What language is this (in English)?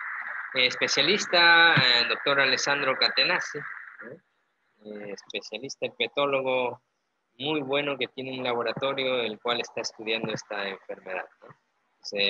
Spanish